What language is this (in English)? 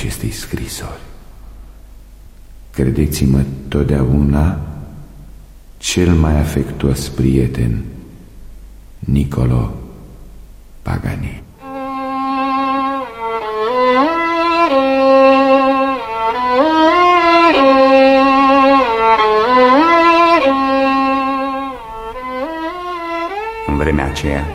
Romanian